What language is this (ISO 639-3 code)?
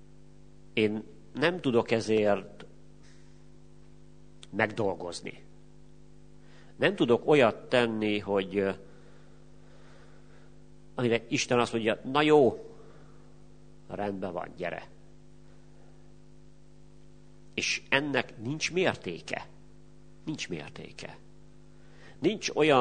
hun